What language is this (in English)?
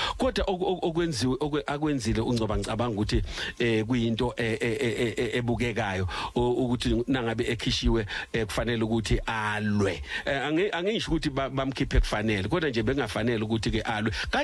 Zulu